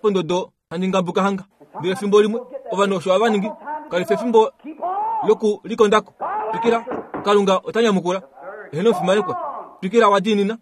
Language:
Kuanyama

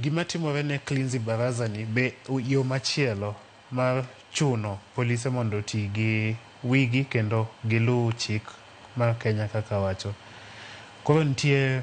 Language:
Luo (Kenya and Tanzania)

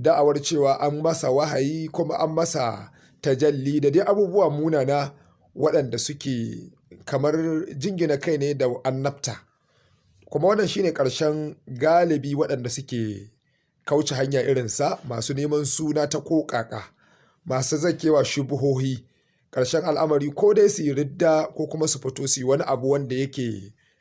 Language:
Hausa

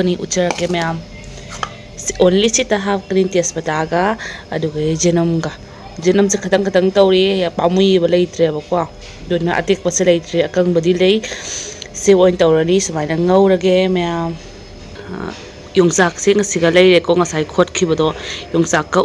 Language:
Manipuri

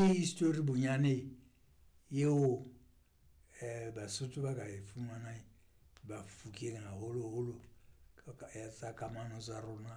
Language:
Southern Sotho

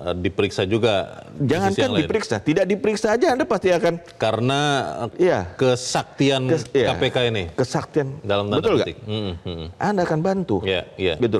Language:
Indonesian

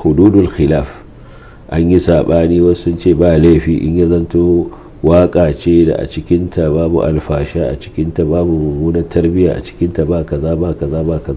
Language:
Hausa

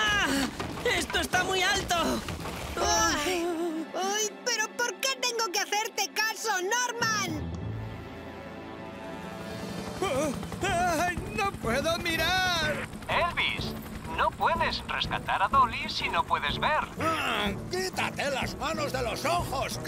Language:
Spanish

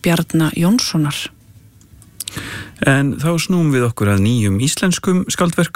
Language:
Icelandic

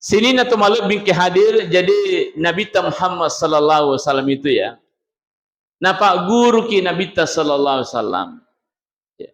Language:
Buginese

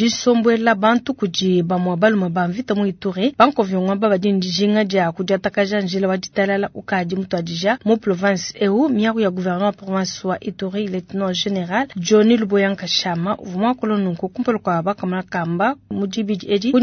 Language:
Luba-Lulua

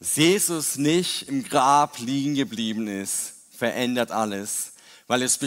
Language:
German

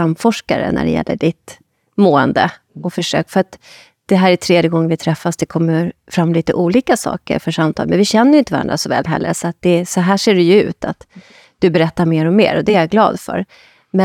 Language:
Swedish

